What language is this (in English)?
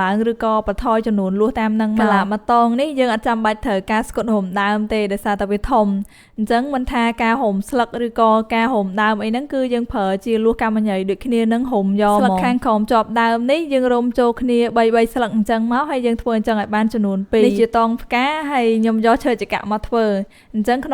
Khmer